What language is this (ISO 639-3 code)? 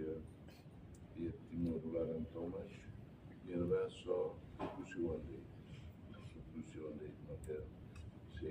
tet